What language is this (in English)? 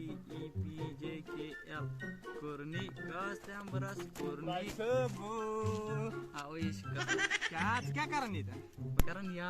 Kashmiri